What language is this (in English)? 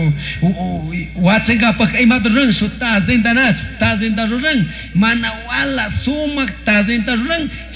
Chimborazo Highland Quichua